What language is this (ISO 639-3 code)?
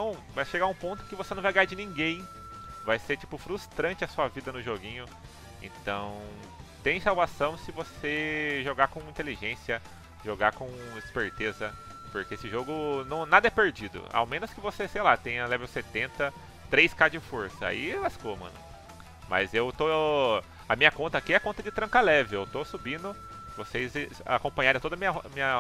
por